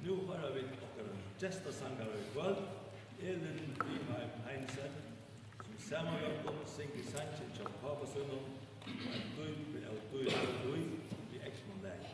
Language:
Faroese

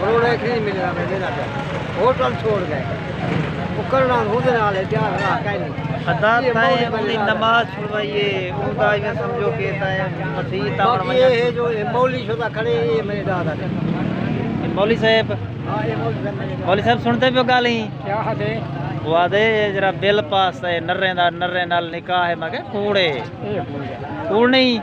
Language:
Saraiki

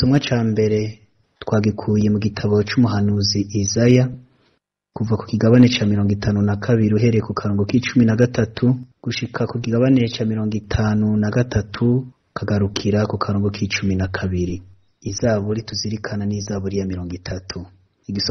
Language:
Rundi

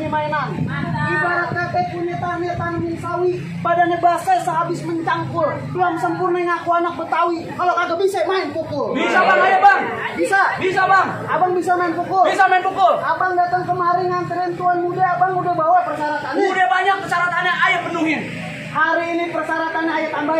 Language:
Betawi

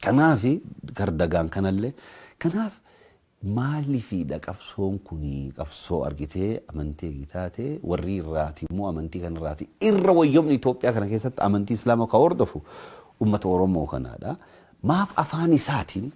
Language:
Oromo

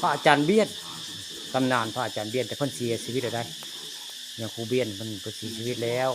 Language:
Northeastern Thai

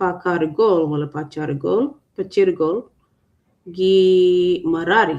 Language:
Acoli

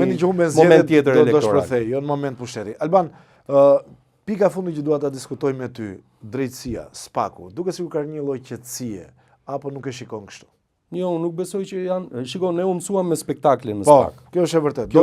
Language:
Albanian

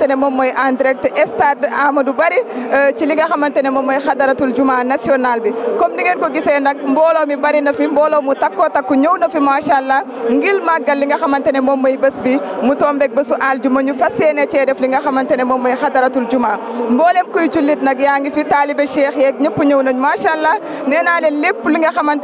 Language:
Wolof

